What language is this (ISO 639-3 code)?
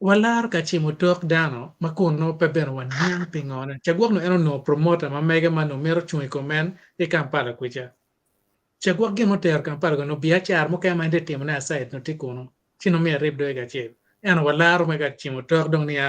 ach